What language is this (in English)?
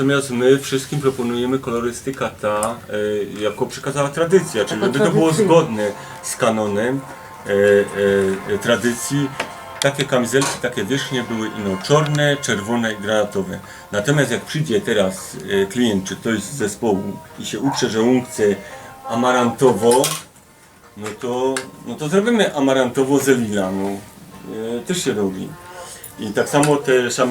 Silesian